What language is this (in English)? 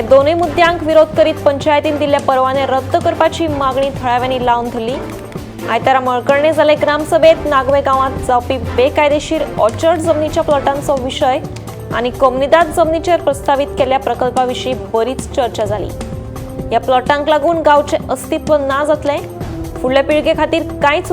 Konkani